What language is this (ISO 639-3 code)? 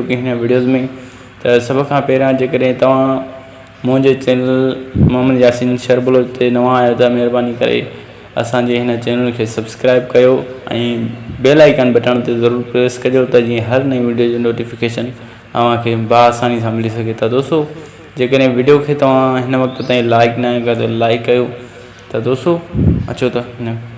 snd